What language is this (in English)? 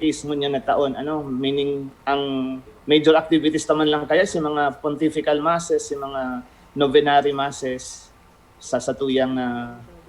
Bikol